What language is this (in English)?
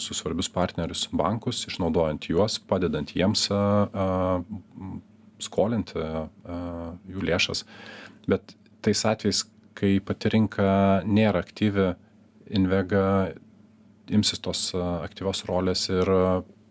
Lithuanian